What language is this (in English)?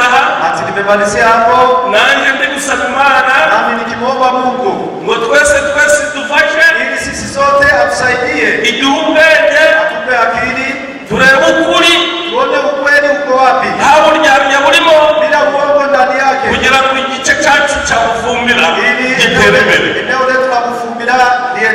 Kinyarwanda